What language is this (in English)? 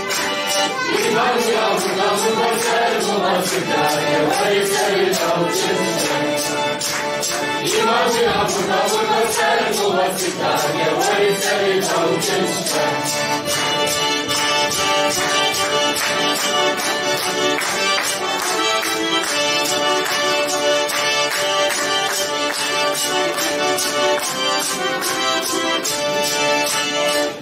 Kabardian